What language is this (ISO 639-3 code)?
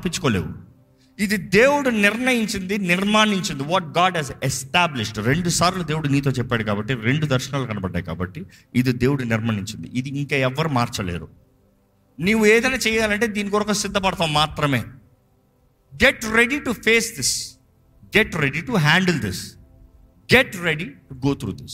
tel